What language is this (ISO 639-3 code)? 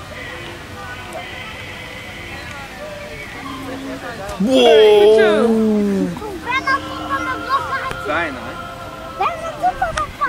nld